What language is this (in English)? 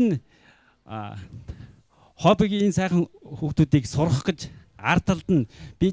Mongolian